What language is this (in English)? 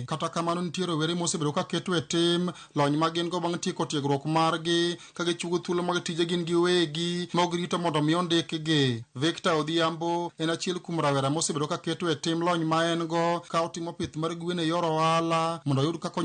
Luo (Kenya and Tanzania)